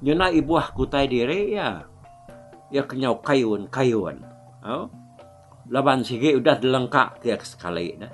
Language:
Iban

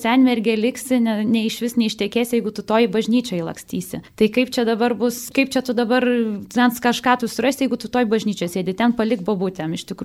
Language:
Lithuanian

